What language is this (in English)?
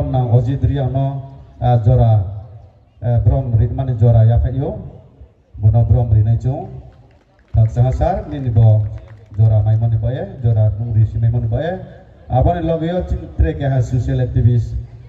Riang (India)